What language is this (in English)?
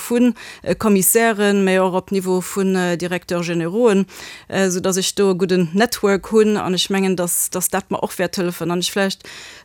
Luxembourgish